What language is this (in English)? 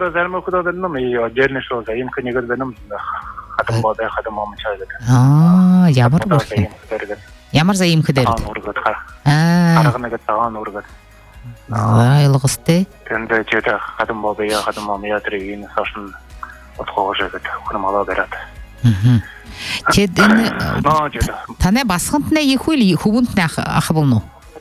Buriat